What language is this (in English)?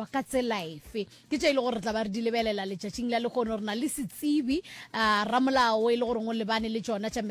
Northern Sotho